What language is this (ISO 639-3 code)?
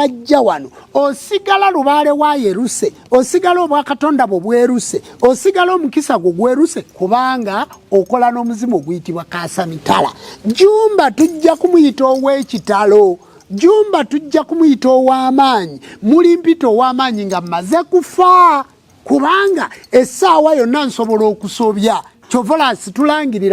lug